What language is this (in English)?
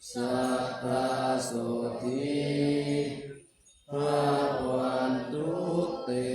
Pali